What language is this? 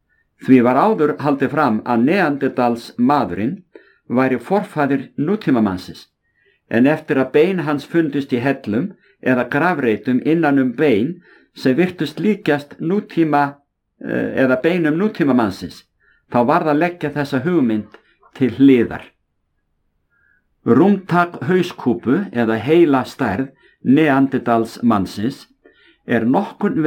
Icelandic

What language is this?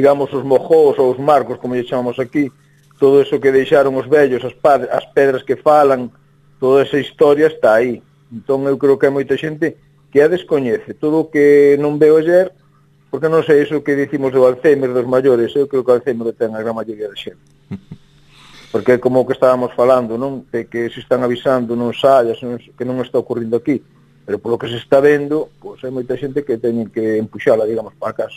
Galician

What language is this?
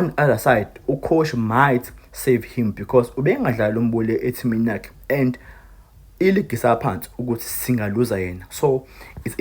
Zulu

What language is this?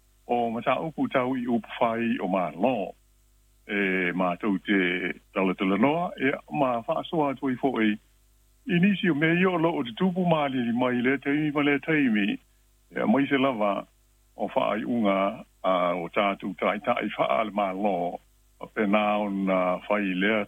Samoan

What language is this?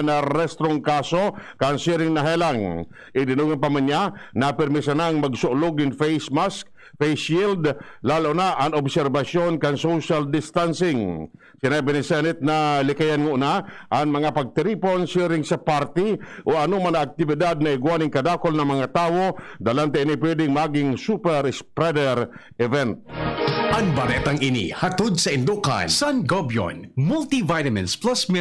Bikol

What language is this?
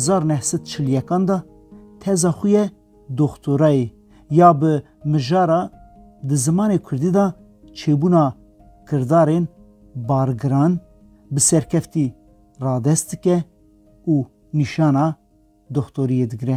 Kurdish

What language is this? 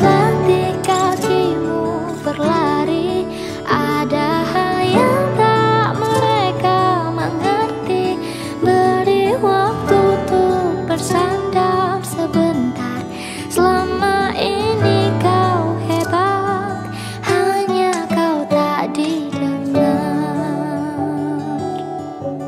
Indonesian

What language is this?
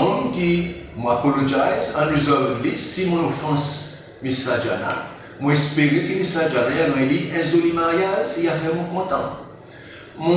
Seselwa Creole French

